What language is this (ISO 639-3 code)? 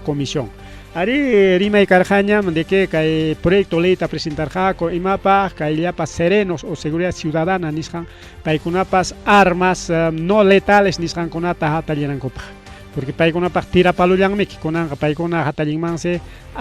quy